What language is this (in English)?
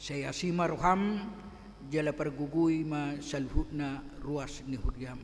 Batak Toba